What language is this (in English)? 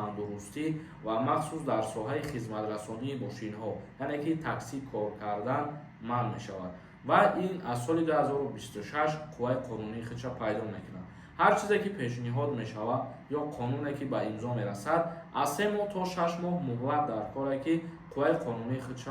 Tajik